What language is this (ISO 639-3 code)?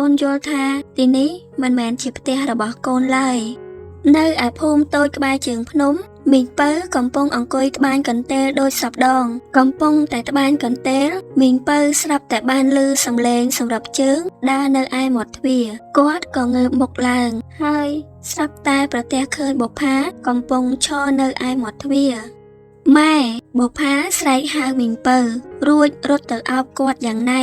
khm